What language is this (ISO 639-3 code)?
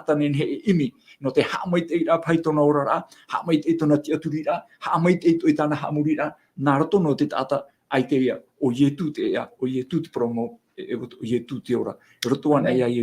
tah